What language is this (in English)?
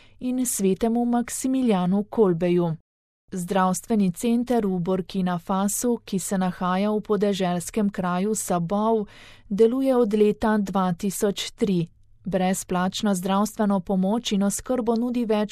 Slovenian